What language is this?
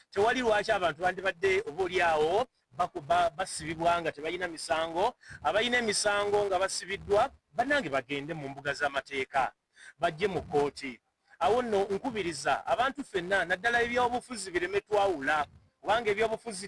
Ganda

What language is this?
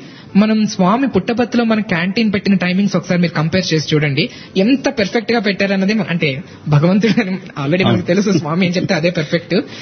Telugu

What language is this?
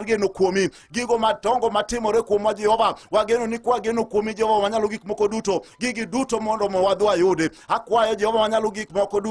Luo (Kenya and Tanzania)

